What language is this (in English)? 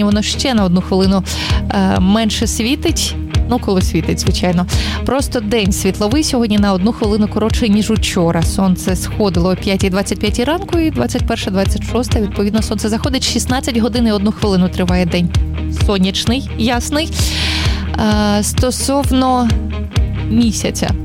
Ukrainian